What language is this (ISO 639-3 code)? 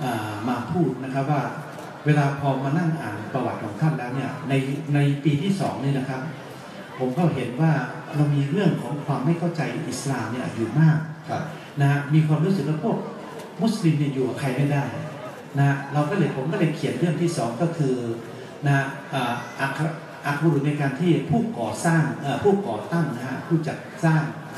tha